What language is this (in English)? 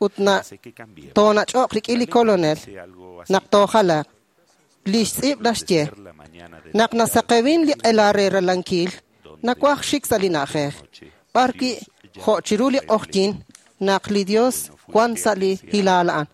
Kekchí